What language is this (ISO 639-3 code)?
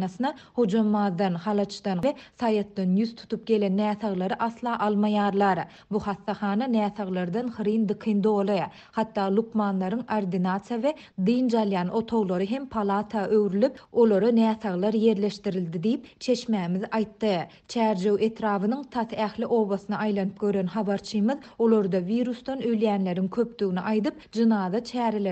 tuk